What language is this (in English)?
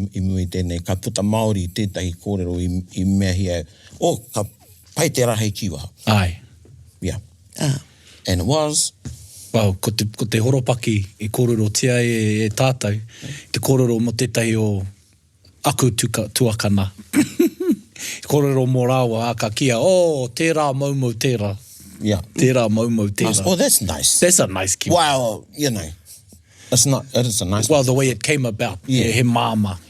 Māori